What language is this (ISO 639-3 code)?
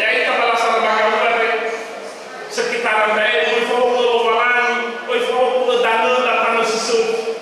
nia